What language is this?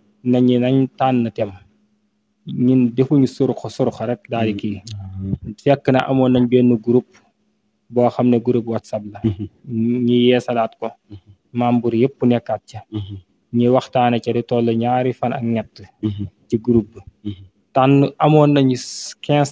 Wolof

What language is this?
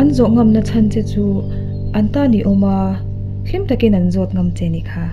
Mizo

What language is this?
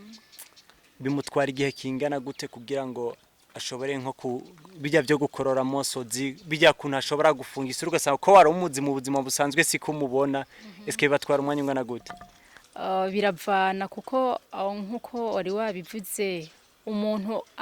Rundi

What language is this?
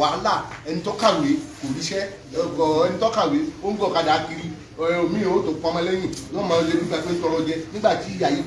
Yoruba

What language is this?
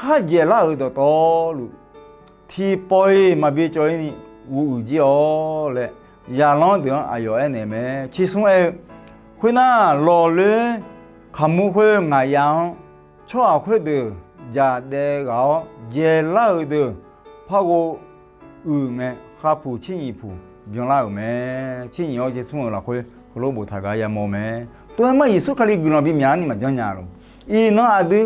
Akha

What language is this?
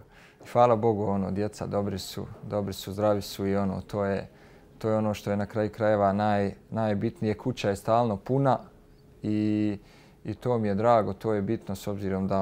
Bosnian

